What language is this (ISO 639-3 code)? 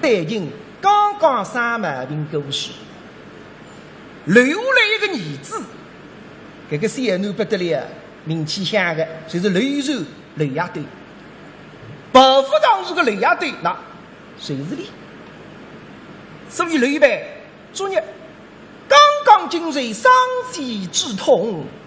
wuu